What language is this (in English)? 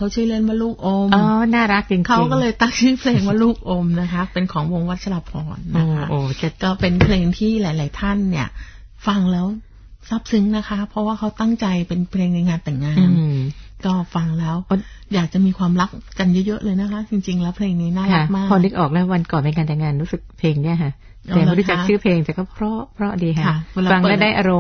Thai